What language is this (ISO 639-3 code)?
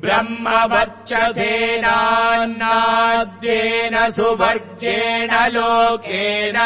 san